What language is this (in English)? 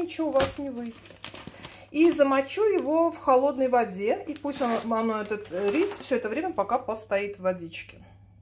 Russian